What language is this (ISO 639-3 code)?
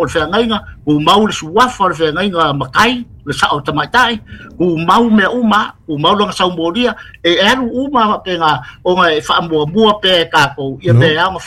smo